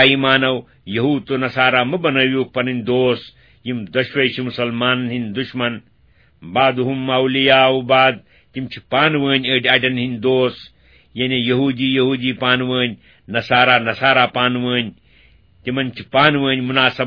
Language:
Kashmiri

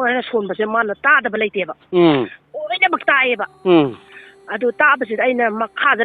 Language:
Manipuri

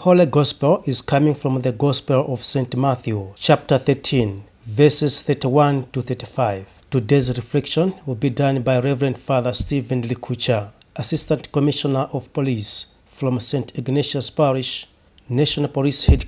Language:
English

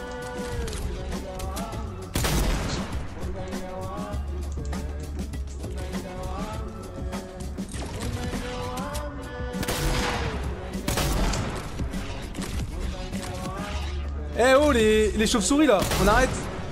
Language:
French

